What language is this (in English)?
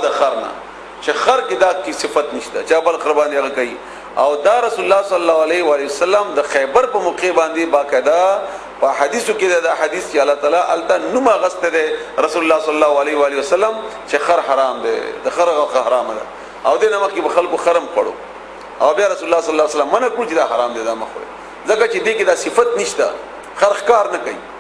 Pashto